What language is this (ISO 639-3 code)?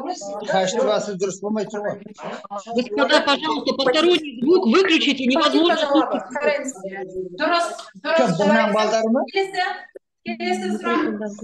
kaz